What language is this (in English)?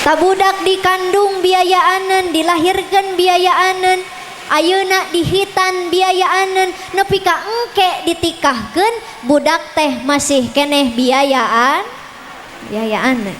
Sundanese